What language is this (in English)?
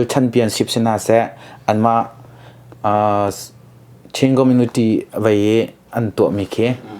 Hakha Chin